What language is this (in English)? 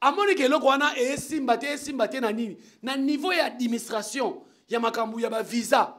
Lingala